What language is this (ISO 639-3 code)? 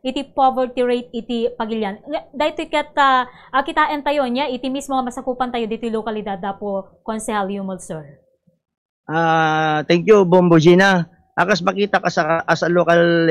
ilo